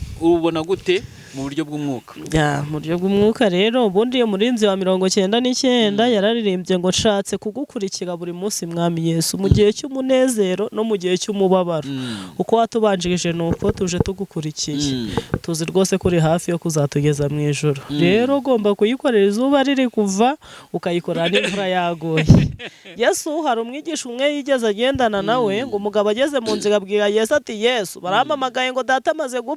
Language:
Kinyarwanda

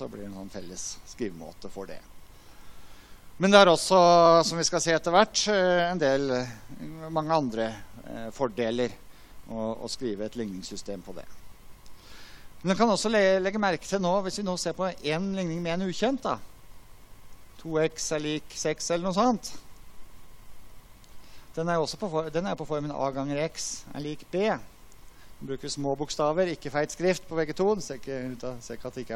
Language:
Norwegian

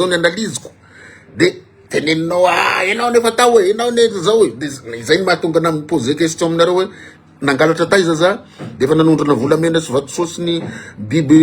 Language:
Malagasy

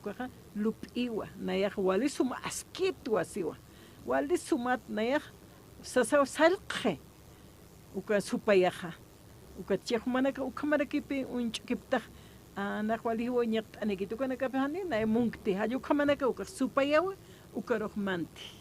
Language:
Aymara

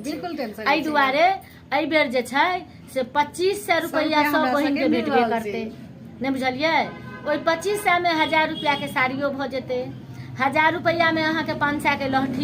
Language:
Maithili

